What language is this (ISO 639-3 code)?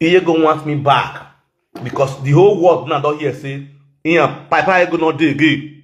pcm